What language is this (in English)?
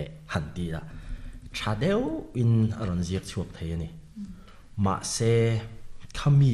Mizo